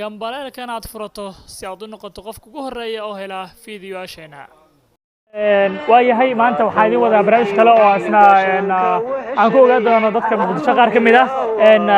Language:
Somali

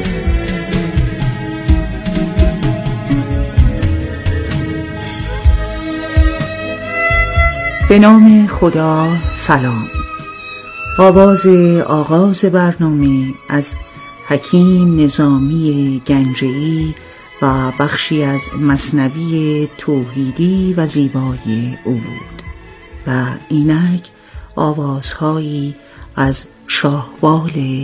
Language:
Persian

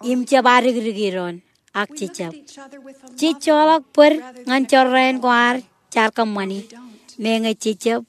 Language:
Marshallese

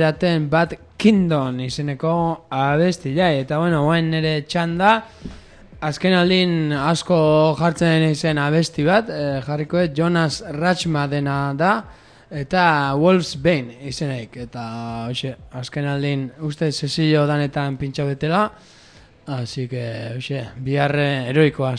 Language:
Basque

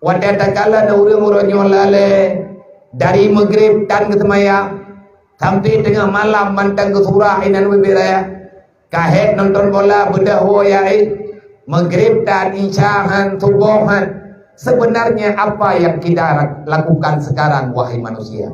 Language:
Achinese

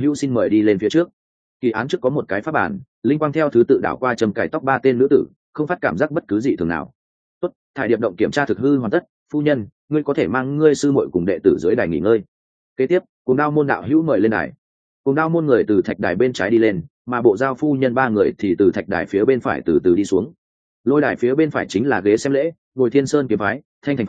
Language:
Vietnamese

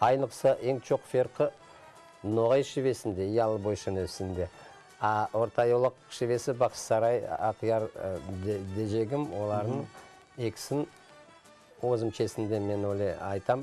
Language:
Crimean Tatar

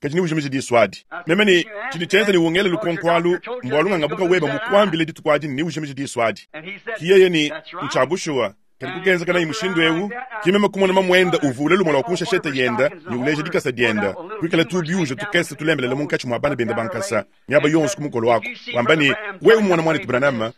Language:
Luba-Lulua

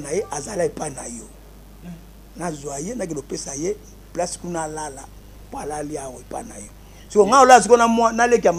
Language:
Lingala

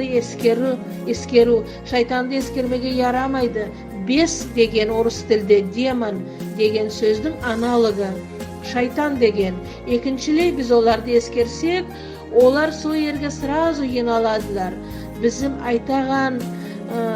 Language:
Nogai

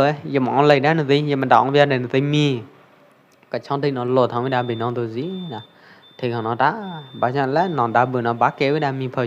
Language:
Pwo Eastern Karen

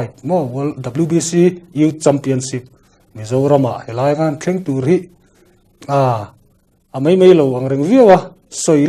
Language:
Mizo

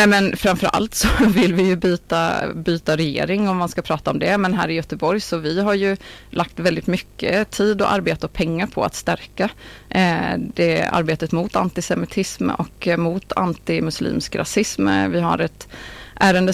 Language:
Swedish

